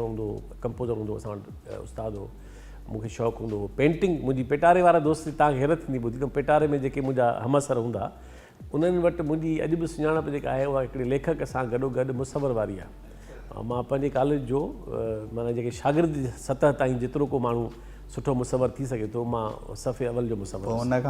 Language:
Sindhi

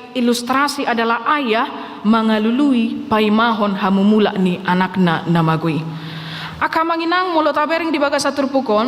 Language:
Batak Toba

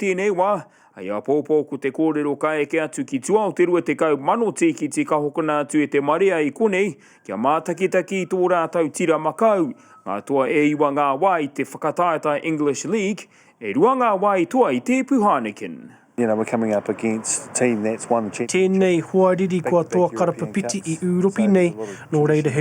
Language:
Māori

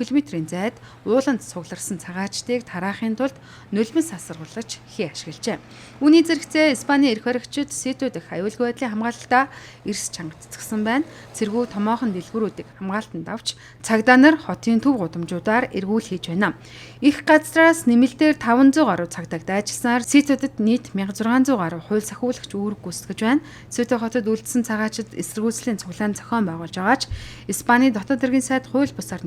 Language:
Mongolian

